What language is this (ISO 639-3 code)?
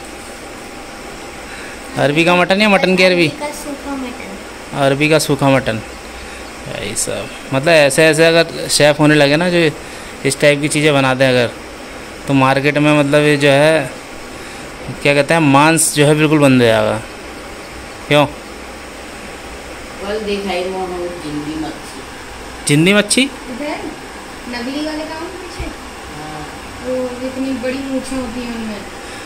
hin